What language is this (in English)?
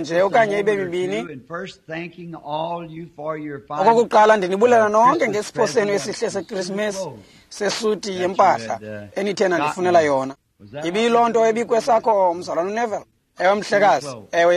Xhosa